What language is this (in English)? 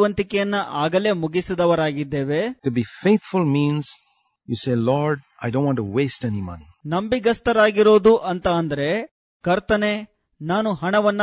Kannada